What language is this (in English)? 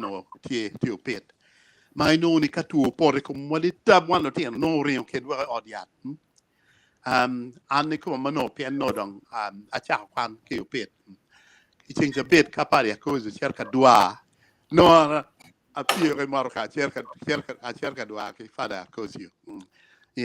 Acoli